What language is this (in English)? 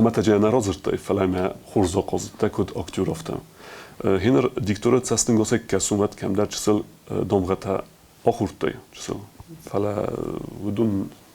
Ossetic